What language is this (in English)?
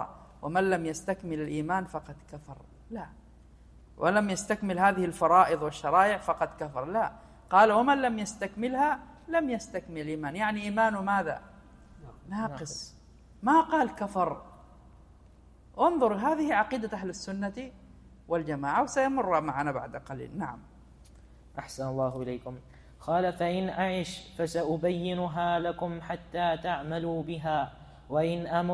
Arabic